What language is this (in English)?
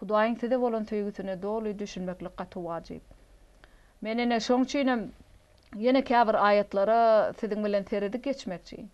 Turkmen